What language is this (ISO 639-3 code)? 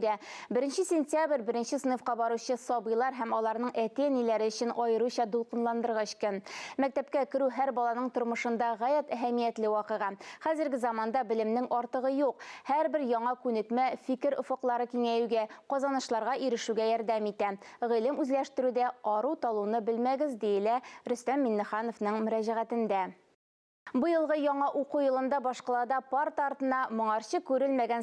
tat